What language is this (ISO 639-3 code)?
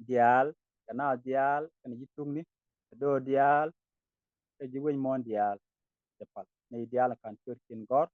nus